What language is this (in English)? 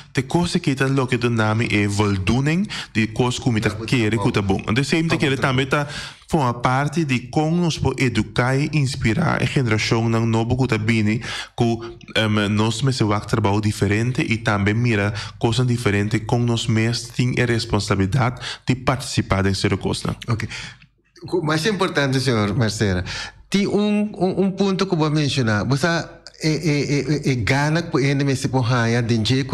Papiamento